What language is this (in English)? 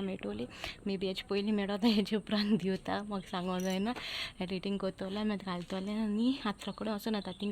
Konkani